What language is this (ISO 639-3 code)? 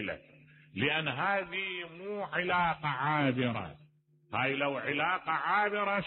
acm